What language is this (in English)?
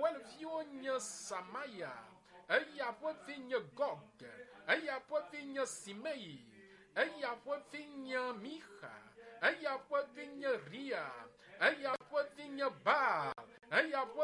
Ewe